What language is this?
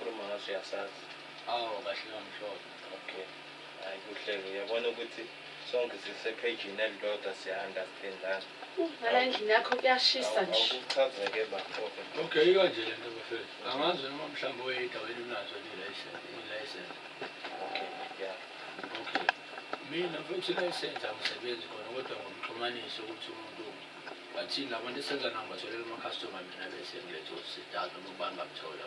Zulu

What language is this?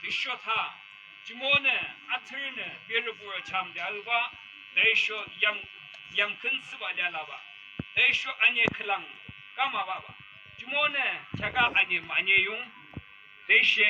Yimchungru Naga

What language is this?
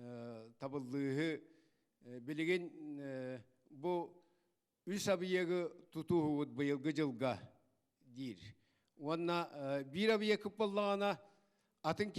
Yakut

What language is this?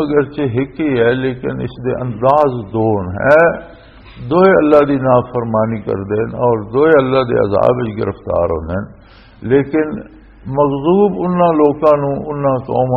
Western Panjabi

